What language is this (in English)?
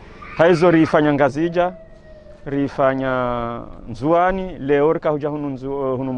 Ngazidja Comorian